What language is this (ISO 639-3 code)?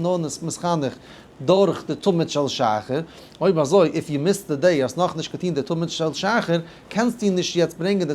yid